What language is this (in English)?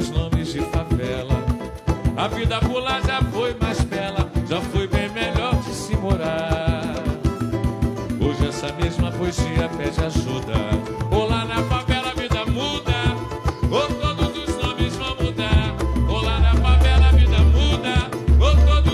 Portuguese